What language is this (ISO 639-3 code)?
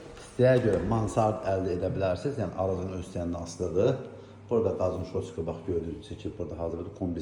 aze